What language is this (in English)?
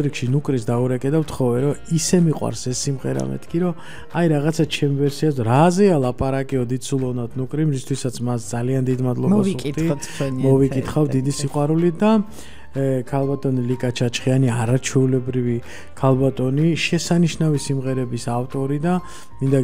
Georgian